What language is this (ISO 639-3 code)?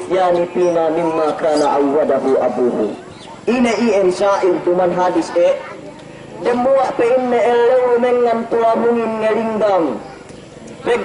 yka